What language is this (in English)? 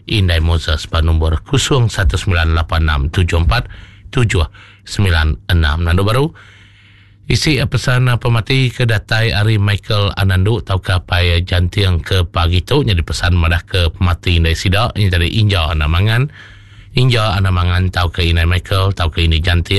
Iban